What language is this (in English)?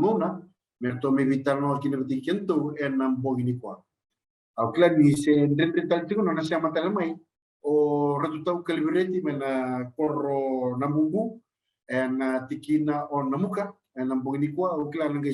Fijian